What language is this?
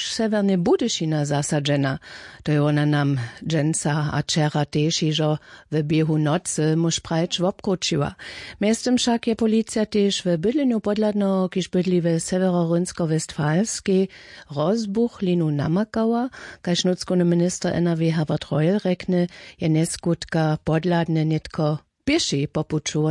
Upper Sorbian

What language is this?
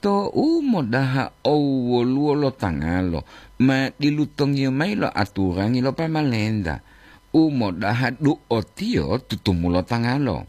Gorontalo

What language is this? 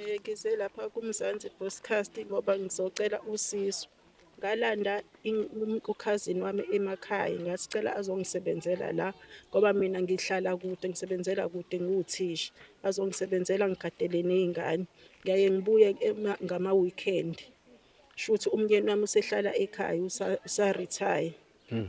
Zulu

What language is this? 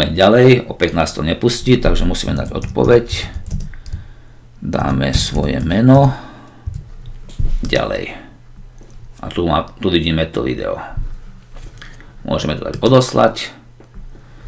Slovak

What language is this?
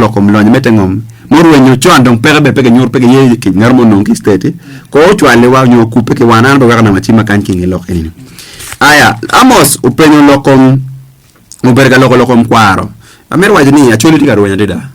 Acoli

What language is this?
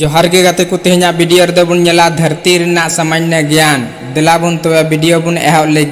Santali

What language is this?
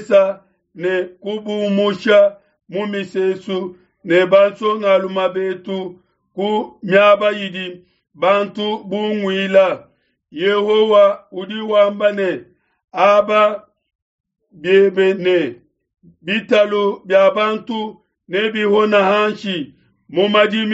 Luba-Lulua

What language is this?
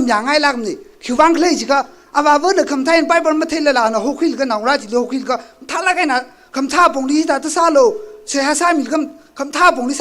Tangkhul Naga (India)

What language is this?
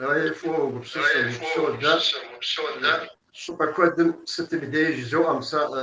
Kabardian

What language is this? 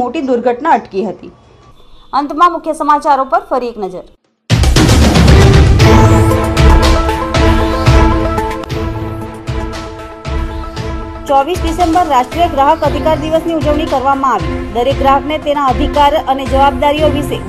Gujarati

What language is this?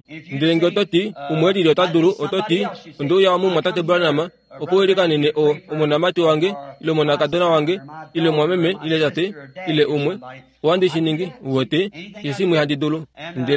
Kuanyama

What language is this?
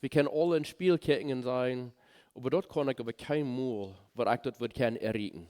Plautdietsch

